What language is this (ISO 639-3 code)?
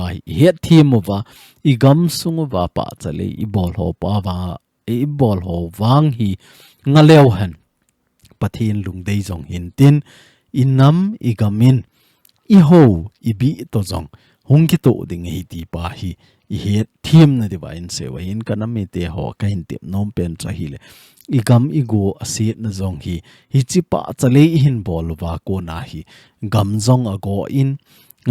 tcz